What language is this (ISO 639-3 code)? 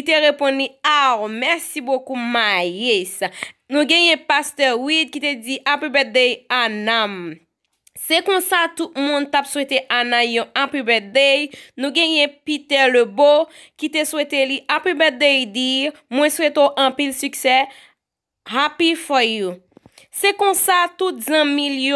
hat